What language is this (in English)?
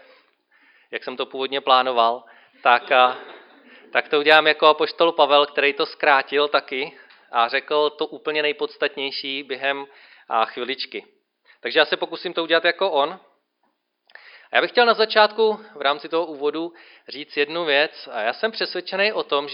Czech